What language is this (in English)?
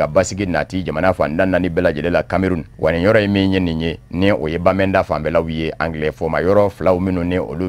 Bambara